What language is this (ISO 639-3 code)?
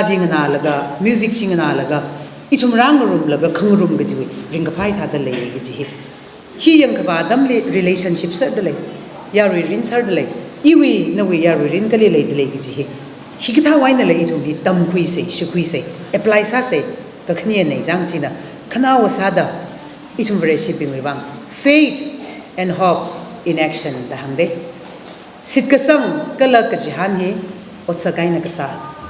nmf